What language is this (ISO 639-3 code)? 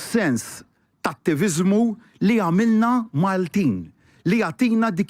mlt